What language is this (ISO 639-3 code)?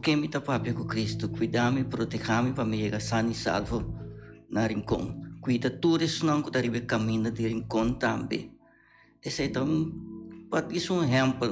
pap